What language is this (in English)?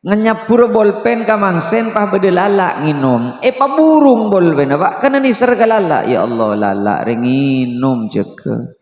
Madurese